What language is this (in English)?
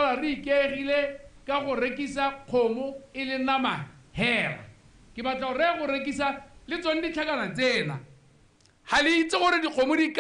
Tswana